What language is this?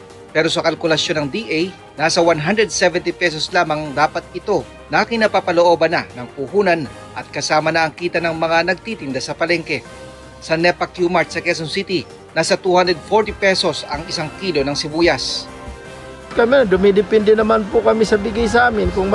Filipino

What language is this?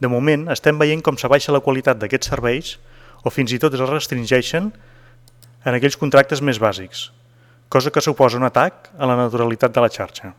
Catalan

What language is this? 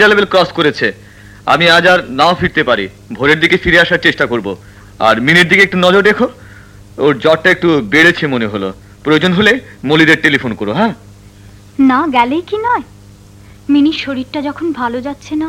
Bangla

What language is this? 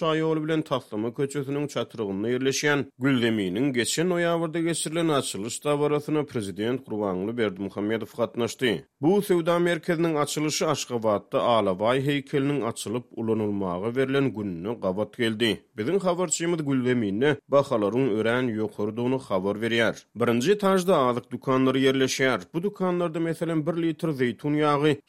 Turkmen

